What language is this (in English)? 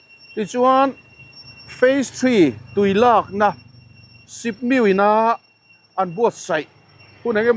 Mizo